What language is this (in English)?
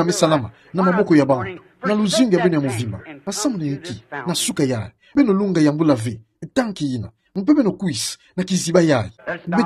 Kituba (Democratic Republic of Congo)